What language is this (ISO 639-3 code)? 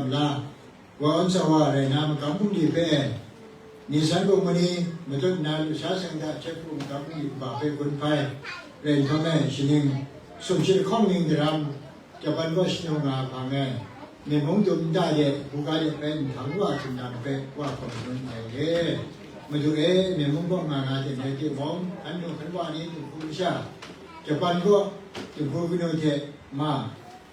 kac